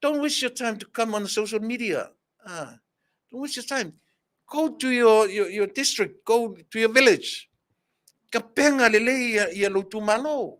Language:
Samoan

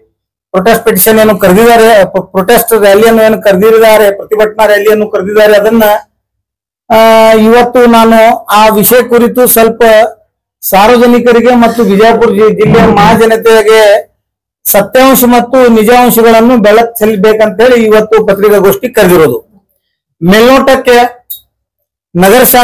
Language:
Kannada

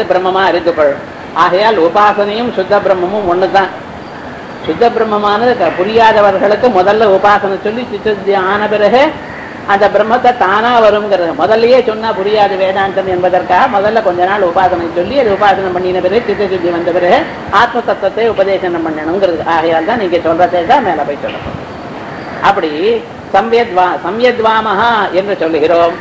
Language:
Tamil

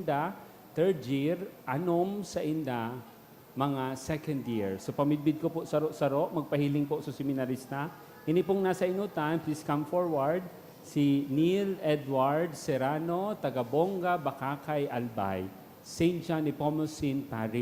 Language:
Bikol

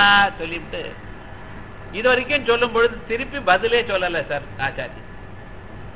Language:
Tamil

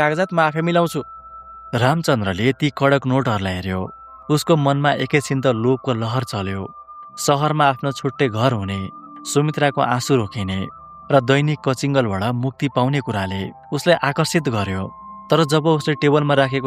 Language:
Nepali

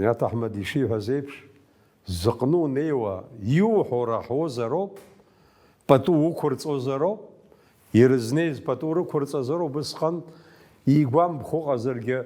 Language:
Abkhazian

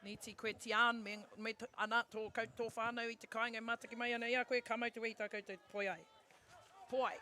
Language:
Māori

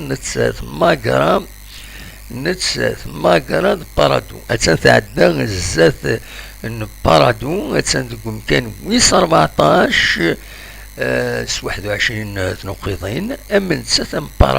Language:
Kabyle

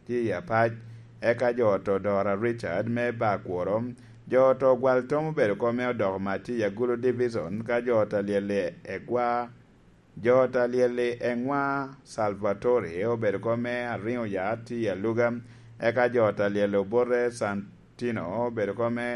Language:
Lango (Uganda)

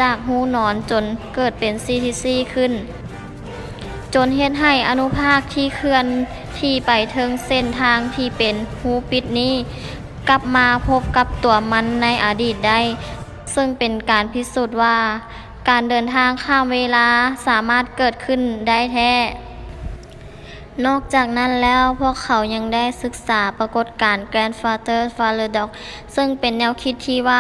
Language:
Lao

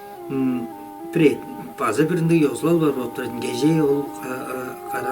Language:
Tuvinian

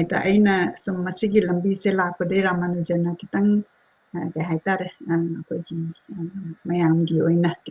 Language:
Manipuri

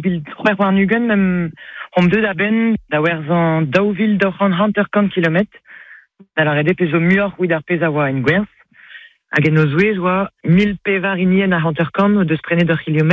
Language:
Breton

